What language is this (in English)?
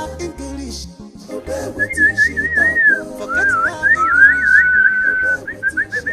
Nigerian Pidgin